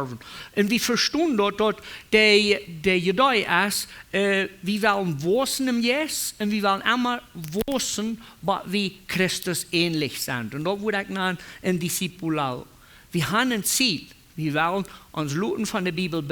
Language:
Plautdietsch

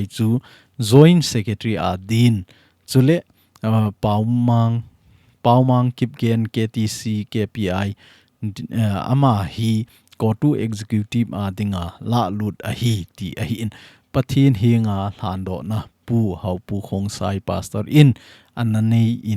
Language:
Thado Chin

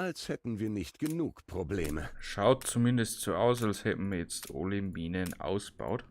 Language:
Bavarian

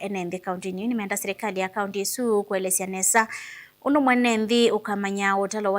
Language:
Kamba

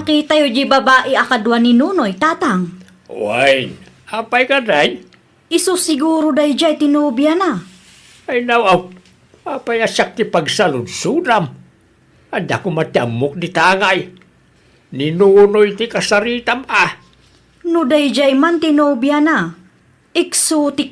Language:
Iloko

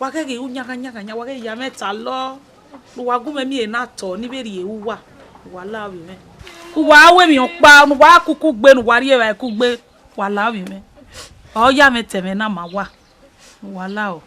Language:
Bini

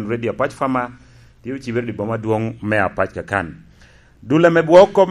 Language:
Lango (Uganda)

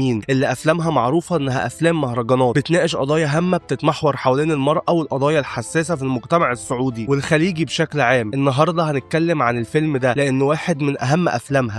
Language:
Egyptian Arabic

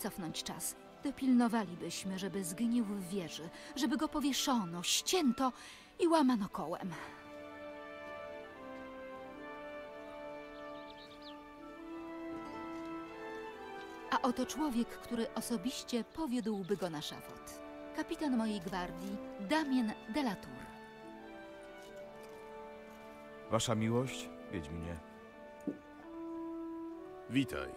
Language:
Polish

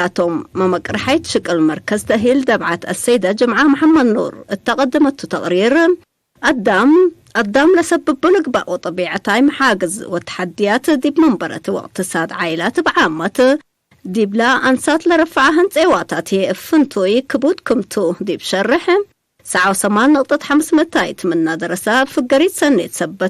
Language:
Tigre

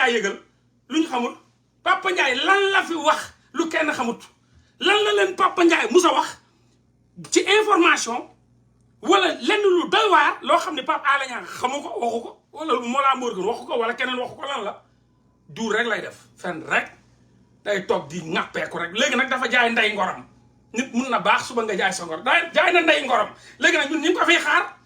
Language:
Wolof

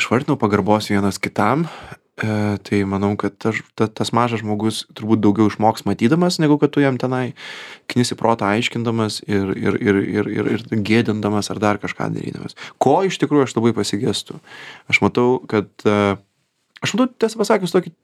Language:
Lithuanian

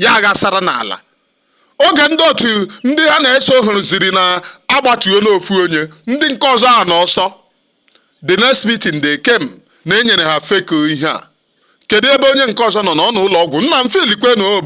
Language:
Igbo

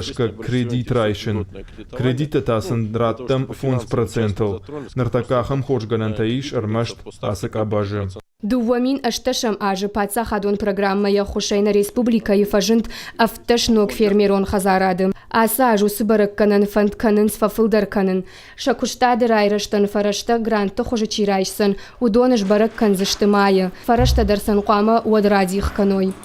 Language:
Ossetic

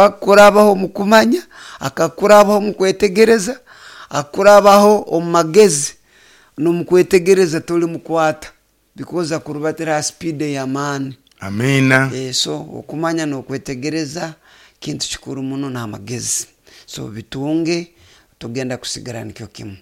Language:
Nyoro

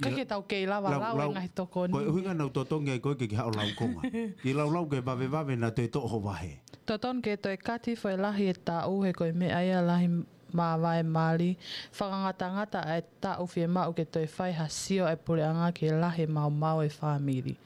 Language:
Tongan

